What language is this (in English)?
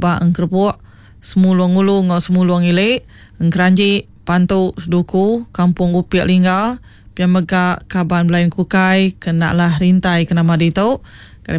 Iban